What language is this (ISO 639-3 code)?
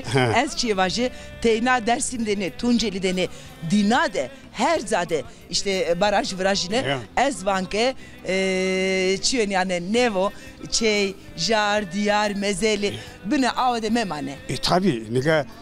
zza